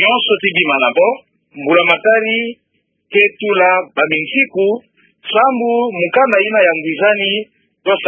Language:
Kituba (Democratic Republic of Congo)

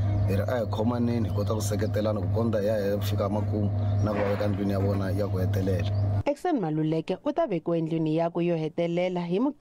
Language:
Tsonga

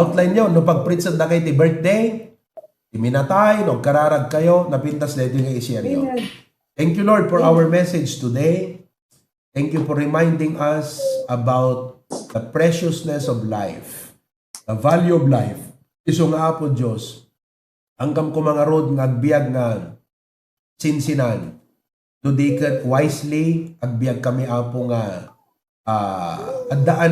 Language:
Iloko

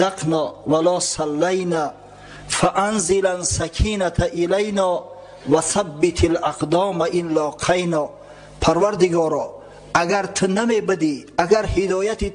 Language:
Tajik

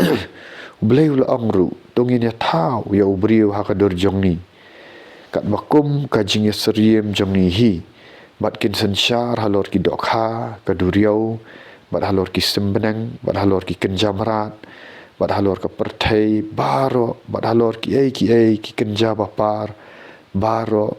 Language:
Khasi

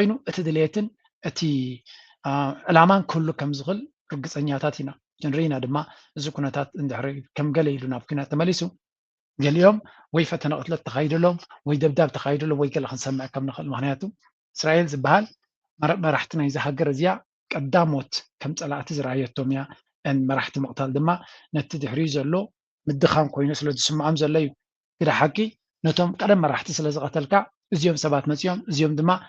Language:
Tigrinya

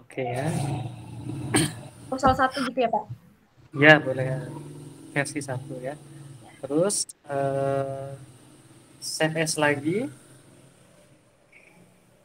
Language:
Indonesian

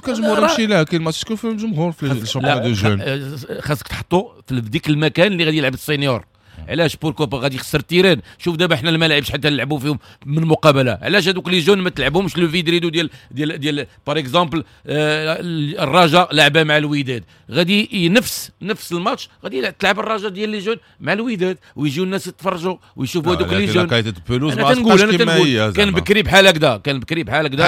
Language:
Moroccan Arabic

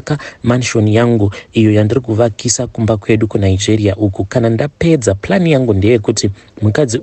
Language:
Shona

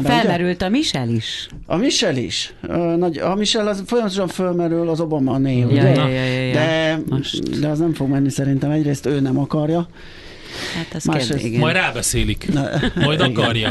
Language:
Hungarian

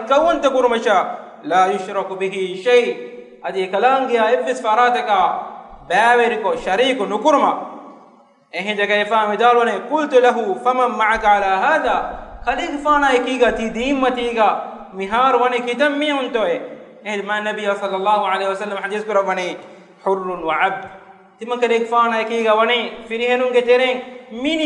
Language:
Divehi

